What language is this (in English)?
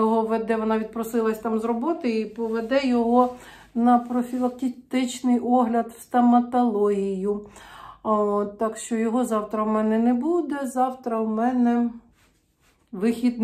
Ukrainian